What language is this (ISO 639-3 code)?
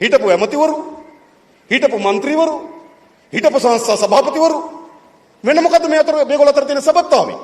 sin